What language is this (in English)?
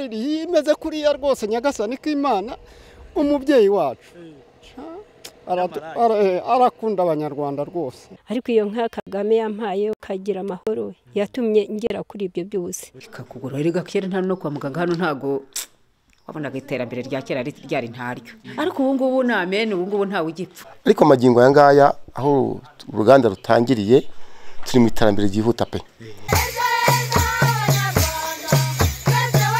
Kinyarwanda